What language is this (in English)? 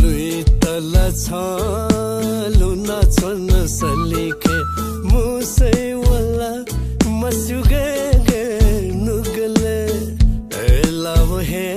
Newari